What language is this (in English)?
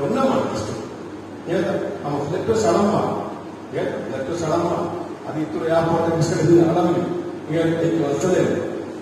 Divehi